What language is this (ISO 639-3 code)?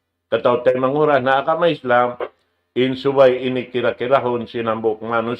tsg